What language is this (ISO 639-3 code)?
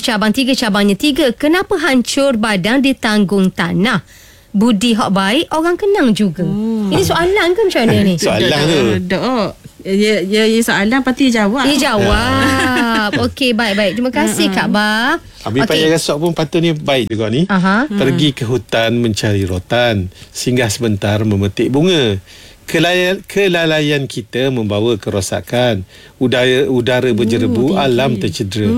msa